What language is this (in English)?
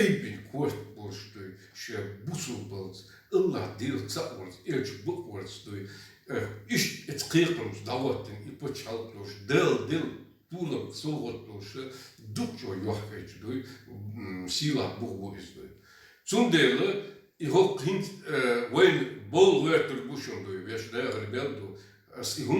Chechen